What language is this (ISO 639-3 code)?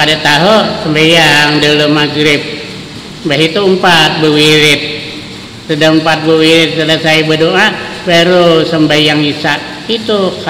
bjn